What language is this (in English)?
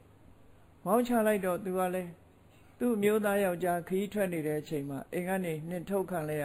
Burmese